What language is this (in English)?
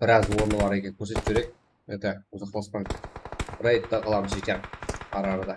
Kara-Kalpak